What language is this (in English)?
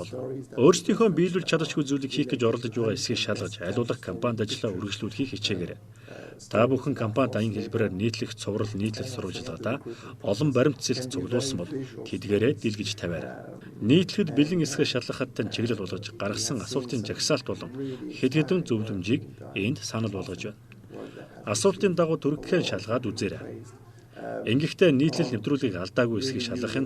Mongolian